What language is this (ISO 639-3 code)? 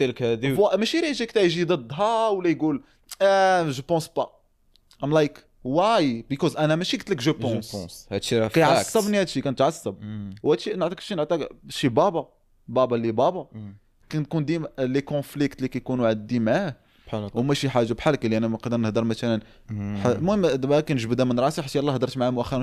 ary